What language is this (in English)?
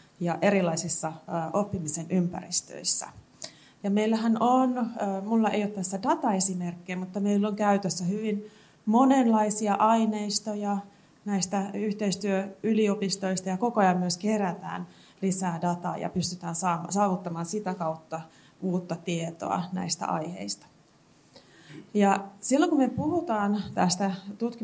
Finnish